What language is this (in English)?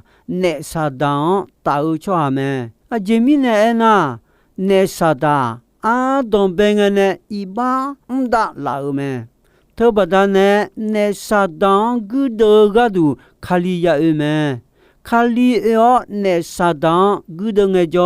Akha